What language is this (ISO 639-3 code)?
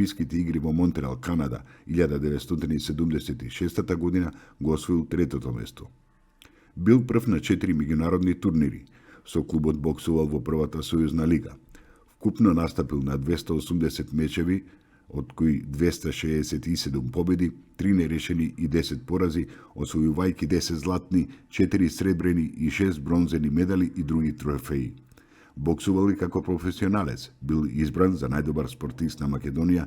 mkd